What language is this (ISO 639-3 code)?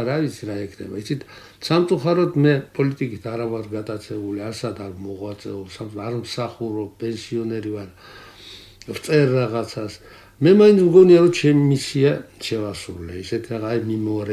kat